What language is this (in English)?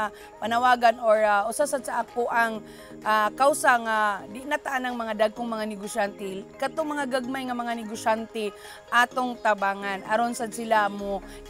Cebuano